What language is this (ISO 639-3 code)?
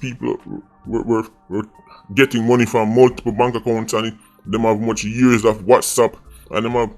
jam